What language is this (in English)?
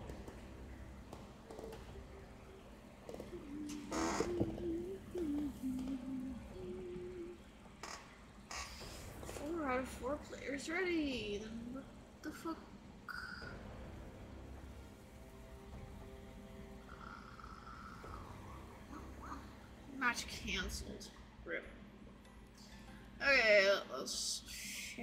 English